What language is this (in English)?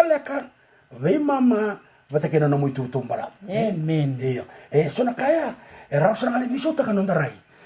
Fijian